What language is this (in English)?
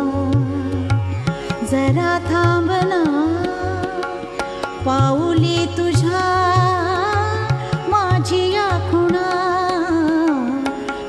Marathi